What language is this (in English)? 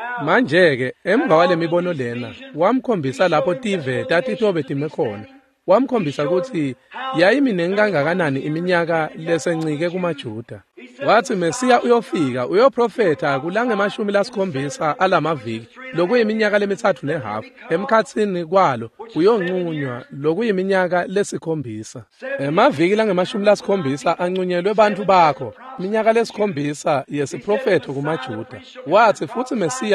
Swati